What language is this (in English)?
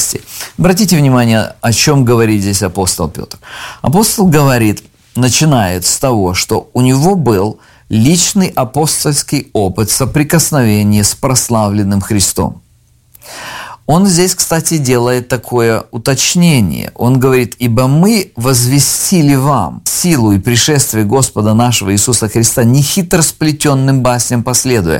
Russian